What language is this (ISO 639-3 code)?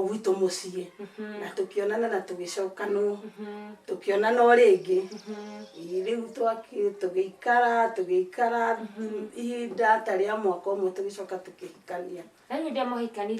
kik